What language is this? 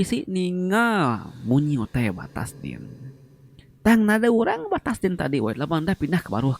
Iban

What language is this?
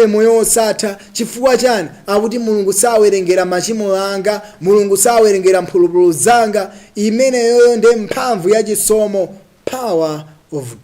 Nyanja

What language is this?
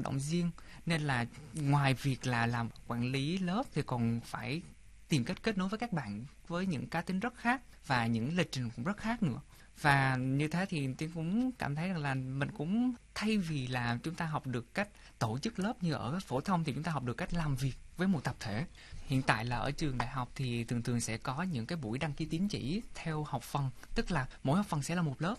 Vietnamese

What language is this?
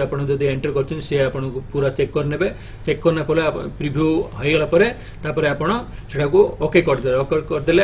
Odia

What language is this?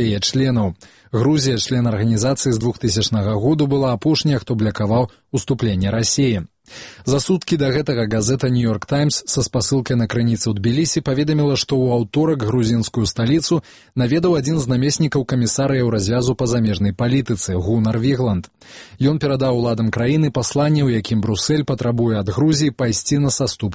Belarusian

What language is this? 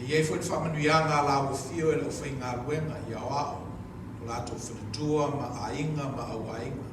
Samoan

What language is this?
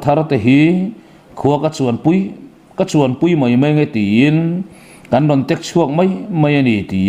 Mizo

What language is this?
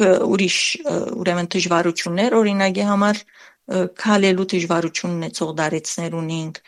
Armenian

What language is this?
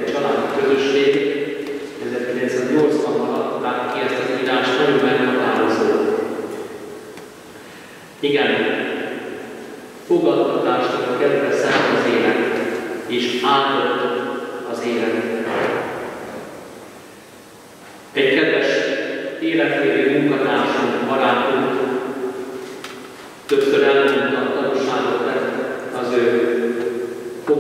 Hungarian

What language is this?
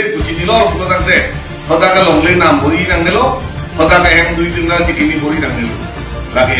Karbi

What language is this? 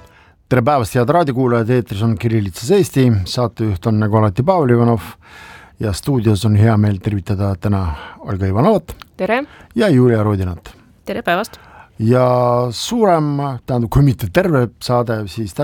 Estonian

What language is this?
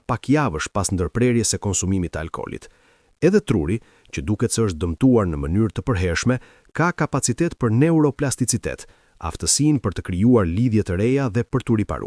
Albanian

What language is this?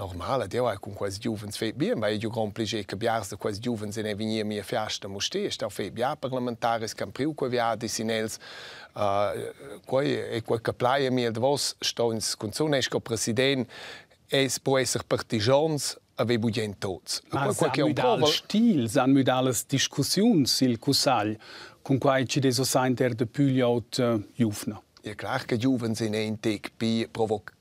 Romansh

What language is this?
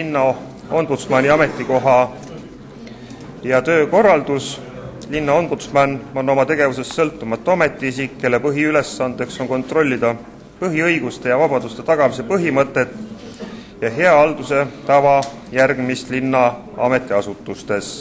Estonian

